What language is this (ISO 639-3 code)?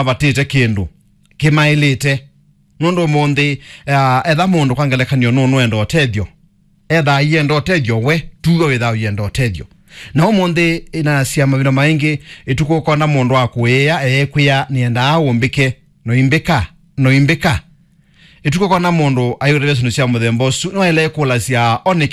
kam